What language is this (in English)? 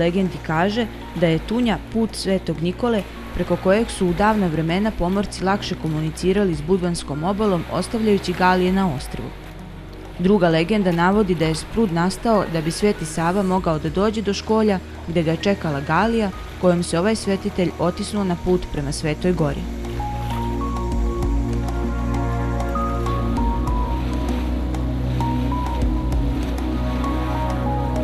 Serbian